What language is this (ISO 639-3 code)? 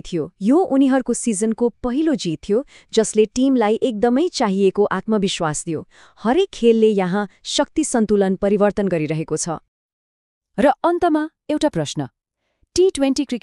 nep